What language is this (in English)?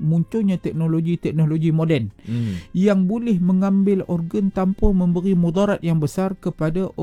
Malay